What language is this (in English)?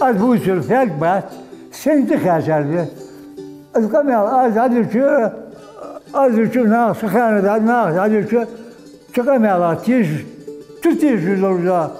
Ingush